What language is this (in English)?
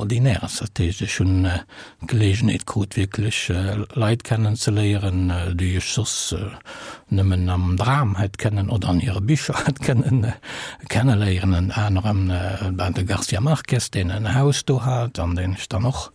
Luxembourgish